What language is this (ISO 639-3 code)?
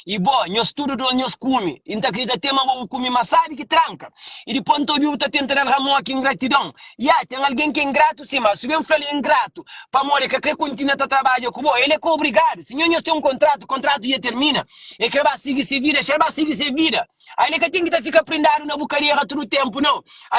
kea